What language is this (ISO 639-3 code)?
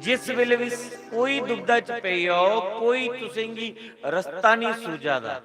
doi